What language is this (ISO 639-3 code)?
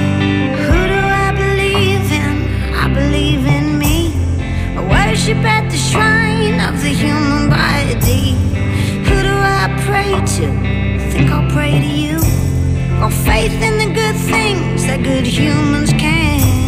eng